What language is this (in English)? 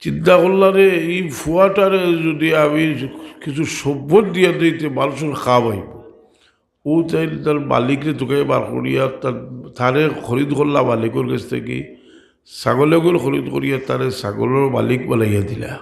Sylheti